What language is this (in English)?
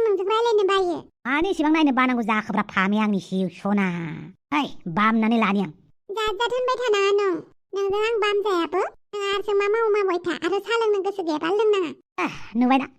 Bodo